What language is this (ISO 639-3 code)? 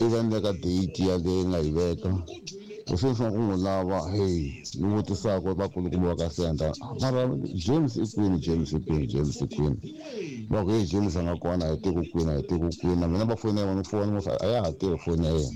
tso